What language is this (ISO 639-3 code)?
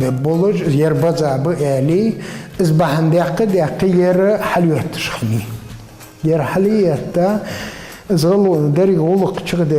inh